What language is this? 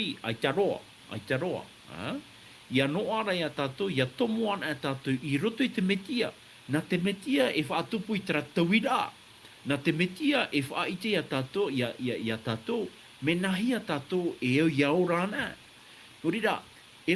Tahitian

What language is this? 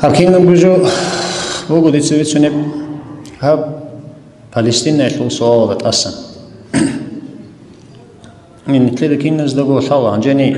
Avaric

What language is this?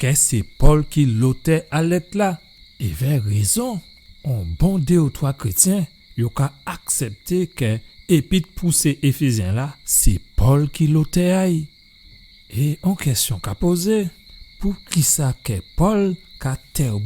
Guadeloupean Creole French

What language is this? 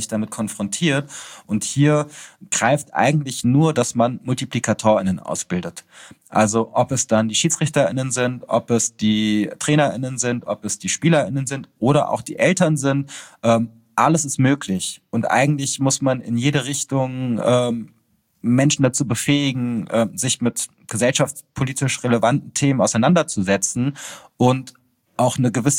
German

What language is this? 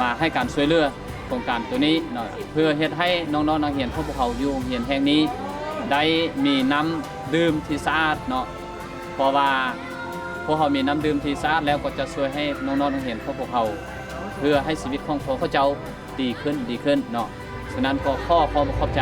Lao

